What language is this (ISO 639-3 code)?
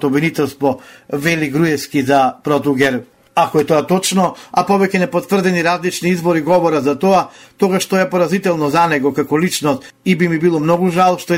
mkd